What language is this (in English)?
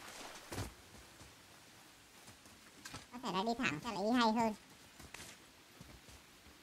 Vietnamese